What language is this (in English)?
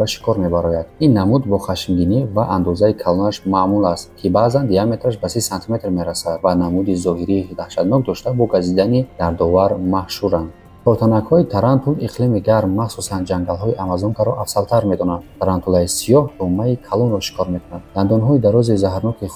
Tajik